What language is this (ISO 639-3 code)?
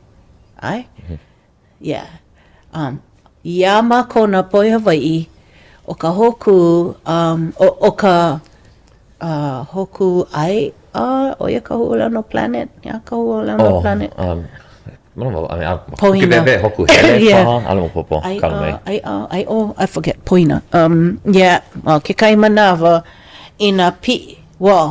haw